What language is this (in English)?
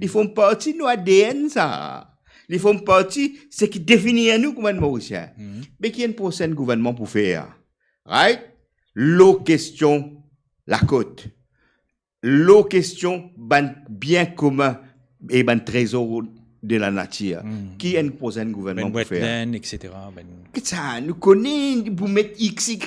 Morisyen